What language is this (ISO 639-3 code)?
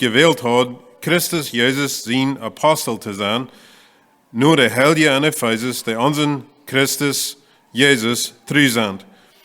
pdt